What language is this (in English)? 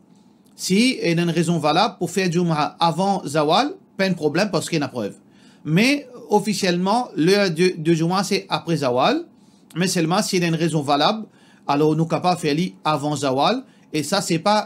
Morisyen